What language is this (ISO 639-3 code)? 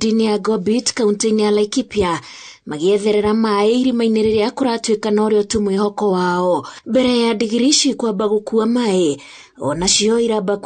kik